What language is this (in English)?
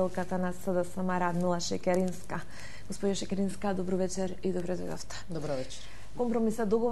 Macedonian